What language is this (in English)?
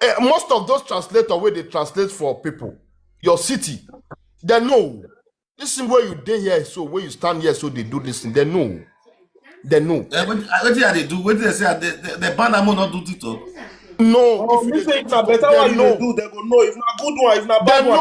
Nigerian Pidgin